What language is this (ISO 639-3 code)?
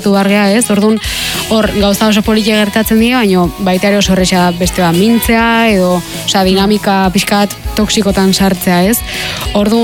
eus